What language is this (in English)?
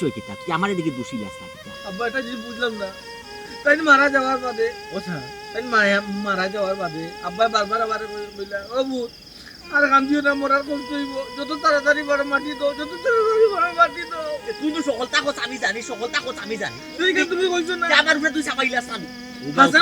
Sylheti